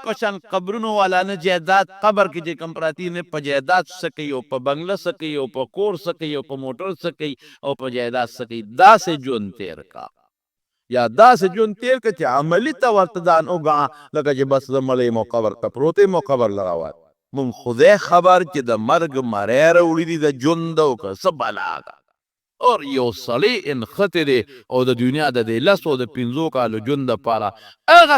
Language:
Pashto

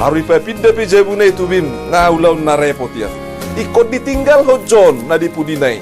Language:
Batak Toba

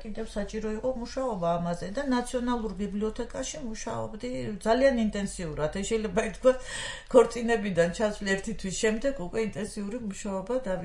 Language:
Georgian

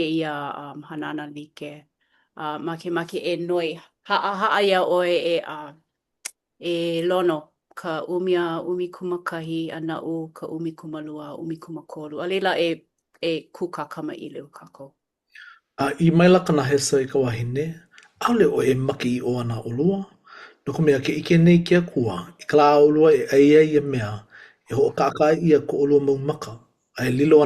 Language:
Hawaiian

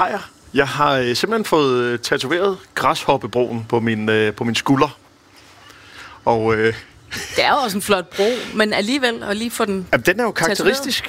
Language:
Danish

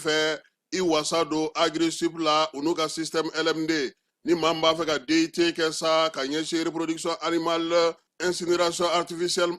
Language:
Bambara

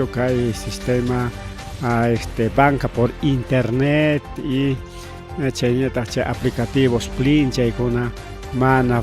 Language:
Ayacucho Quechua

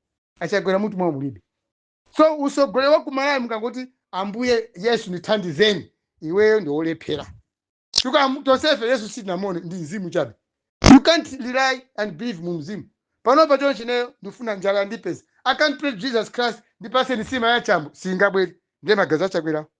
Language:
Nyanja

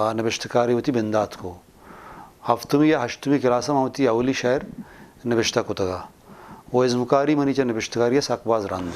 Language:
Eastern Balochi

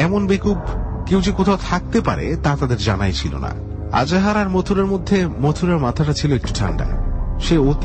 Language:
Bangla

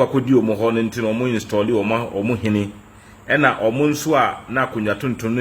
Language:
Akan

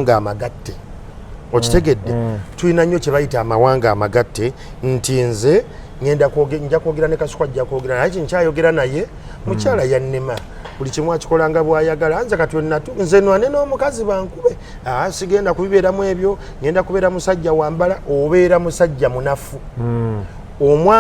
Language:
Ganda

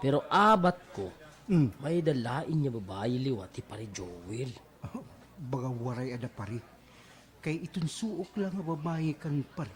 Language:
Waray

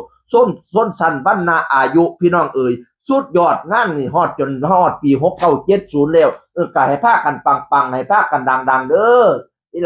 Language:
Northeastern Thai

